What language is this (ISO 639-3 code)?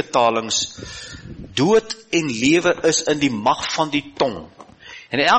afr